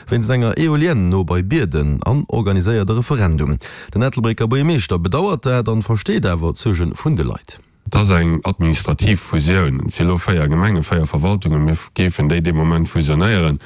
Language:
Luxembourgish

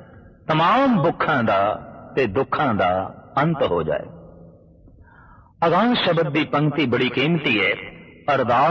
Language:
Punjabi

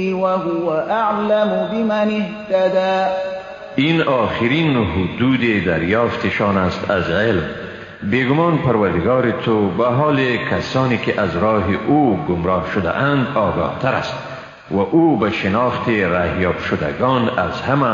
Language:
Persian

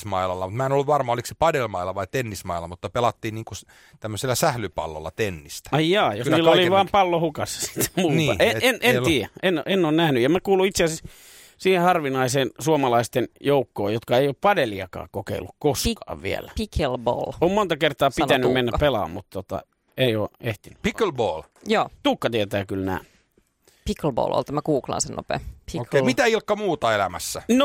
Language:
Finnish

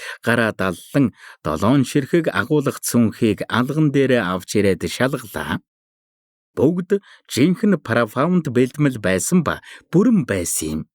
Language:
Mongolian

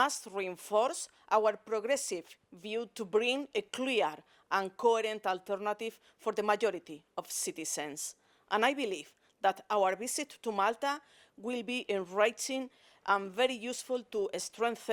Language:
English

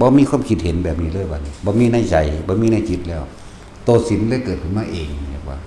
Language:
Northeastern Thai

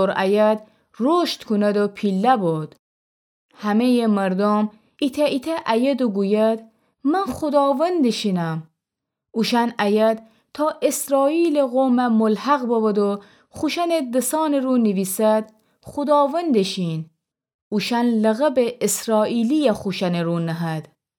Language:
Gilaki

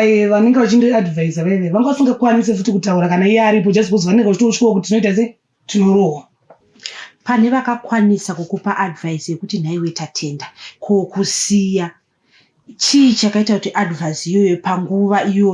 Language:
Shona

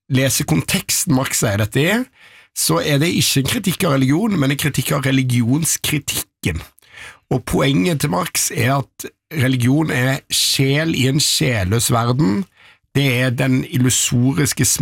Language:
Norwegian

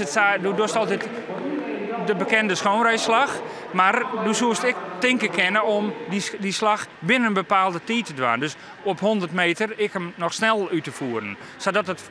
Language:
Western Frisian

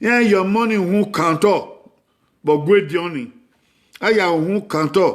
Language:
Bini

